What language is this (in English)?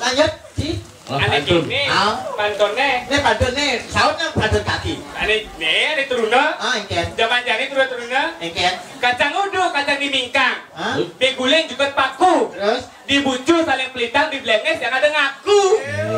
Balinese